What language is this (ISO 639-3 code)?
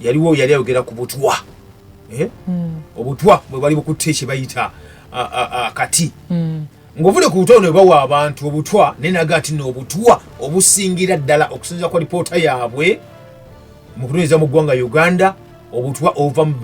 lug